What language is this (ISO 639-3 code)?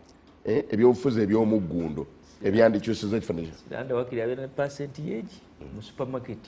lug